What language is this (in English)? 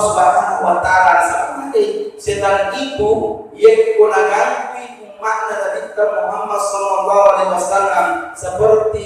Buginese